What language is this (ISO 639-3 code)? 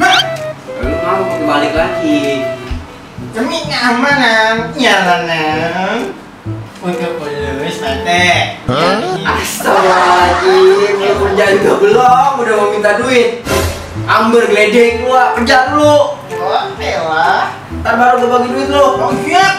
bew